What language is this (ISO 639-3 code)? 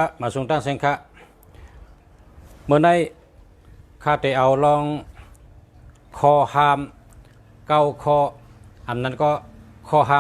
shn